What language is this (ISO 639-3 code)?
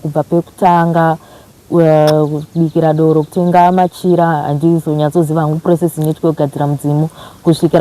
sna